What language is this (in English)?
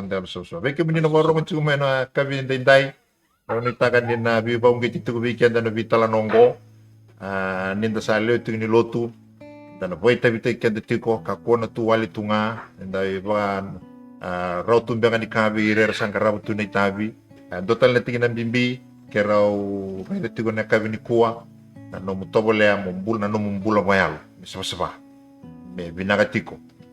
Fijian